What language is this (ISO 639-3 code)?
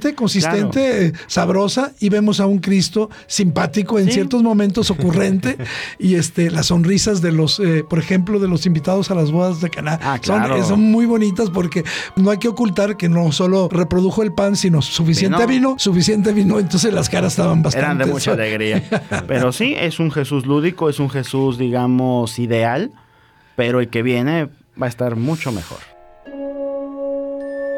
spa